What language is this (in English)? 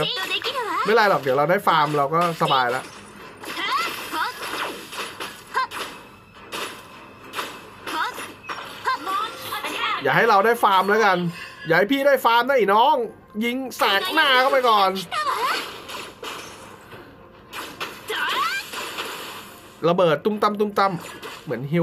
Thai